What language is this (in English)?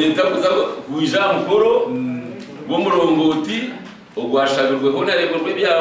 Nyankole